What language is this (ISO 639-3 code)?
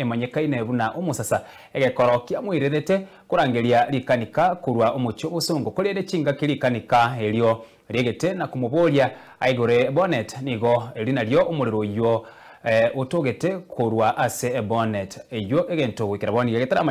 guz